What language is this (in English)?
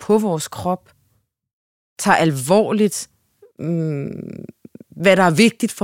Danish